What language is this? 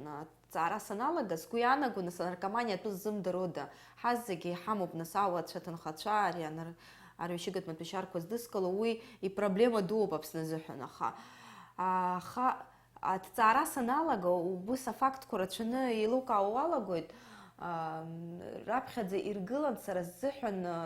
Abkhazian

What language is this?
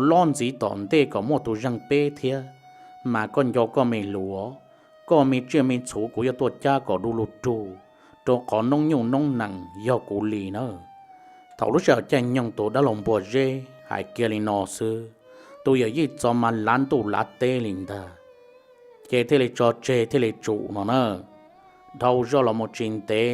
Hmong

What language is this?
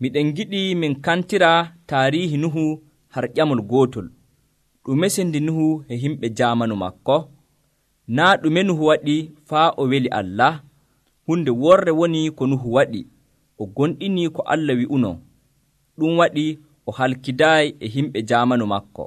Nigerian Fulfulde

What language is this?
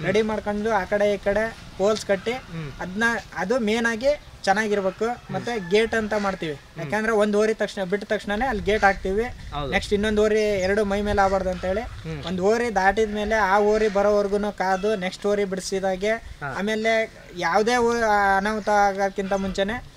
Kannada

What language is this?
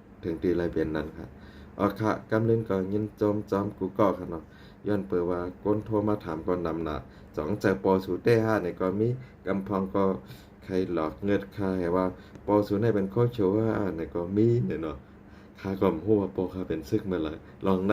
Shan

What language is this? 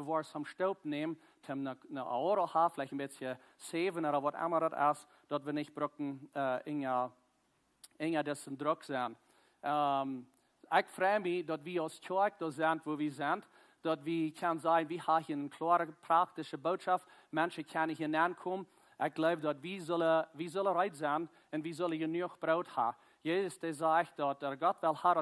Plautdietsch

